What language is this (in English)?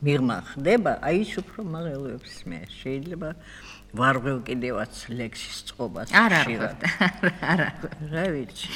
Georgian